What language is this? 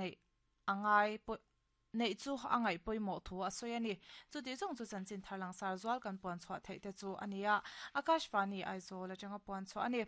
Mizo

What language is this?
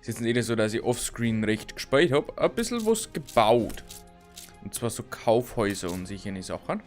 Bavarian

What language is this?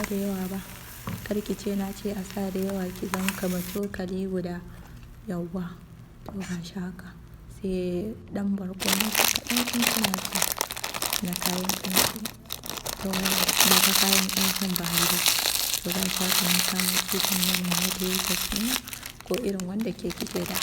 Hausa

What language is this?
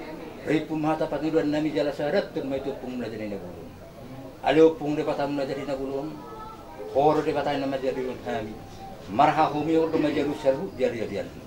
Batak Toba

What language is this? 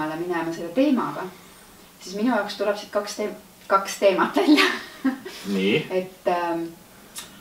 Estonian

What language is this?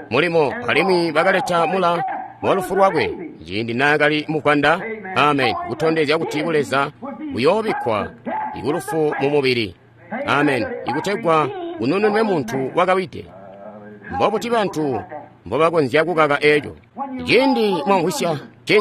Tonga (Zambia)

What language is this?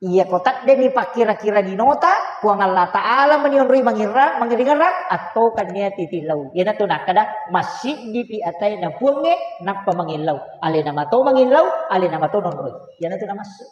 Buginese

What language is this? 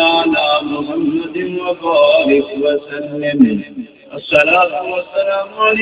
Saraiki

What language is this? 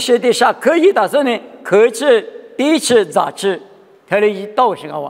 Lisu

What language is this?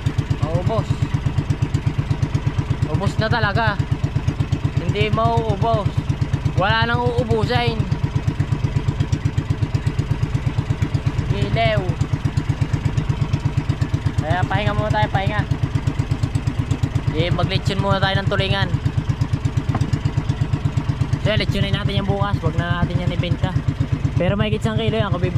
Filipino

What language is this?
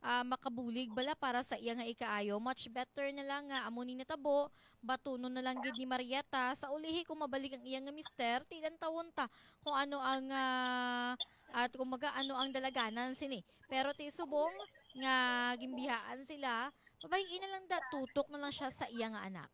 Hiligaynon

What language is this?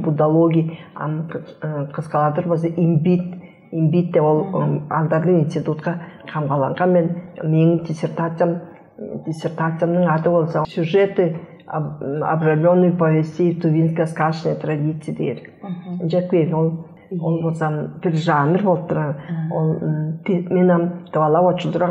Tuvinian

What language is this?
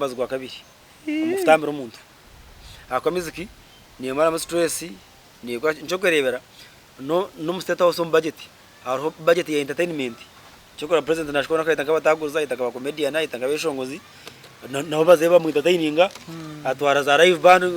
Nyankole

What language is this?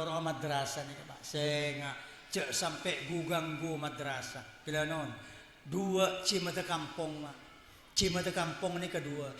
Madurese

